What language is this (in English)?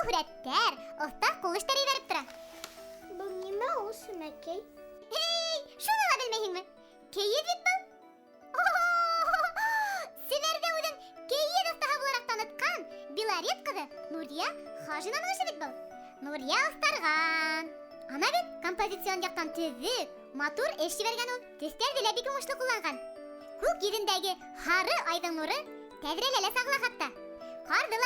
Bashkir